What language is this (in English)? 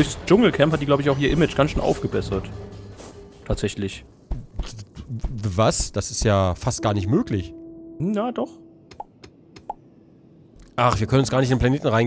German